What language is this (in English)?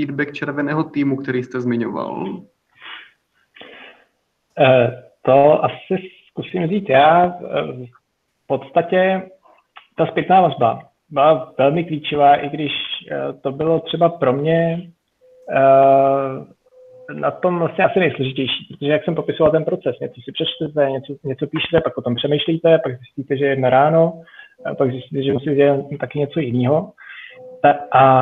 Czech